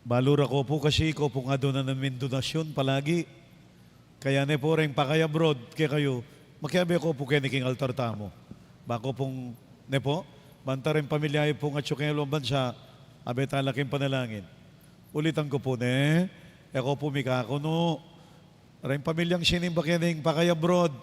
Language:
Pampanga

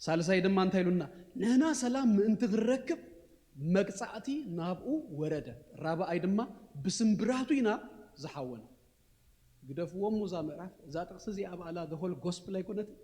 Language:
Tigrinya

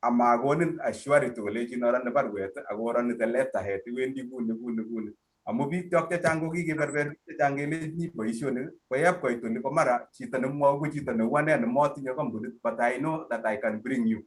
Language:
Kalenjin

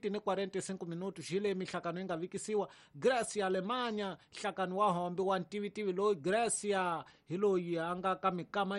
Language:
Tsonga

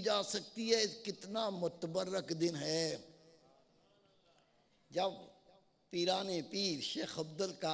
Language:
Urdu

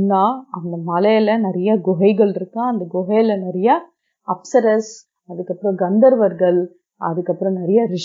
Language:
Tamil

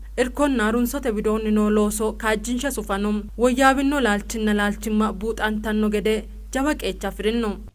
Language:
Sidamo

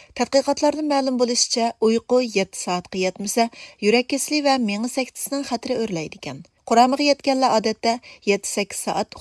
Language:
Uyghur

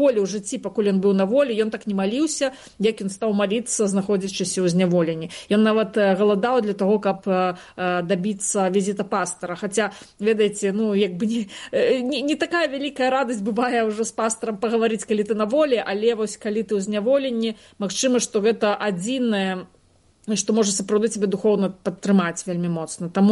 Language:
Belarusian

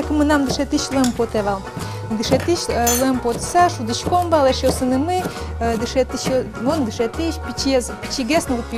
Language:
Udmurt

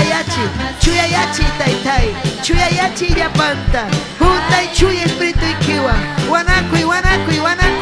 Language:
Ayacucho Quechua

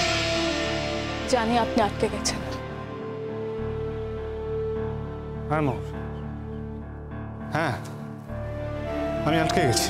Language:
Bangla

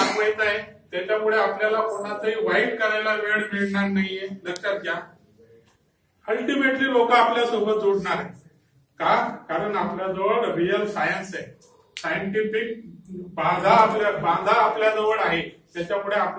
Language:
Marathi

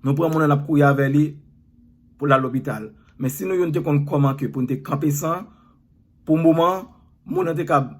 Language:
Haitian Creole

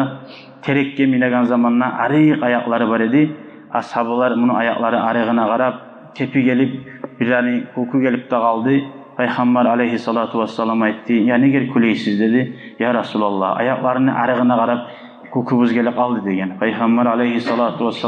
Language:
Kumyk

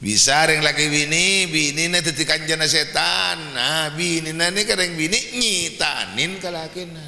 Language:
Madurese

